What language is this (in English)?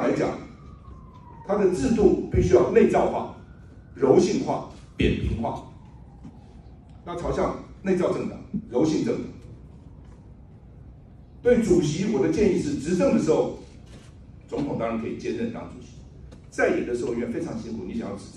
Chinese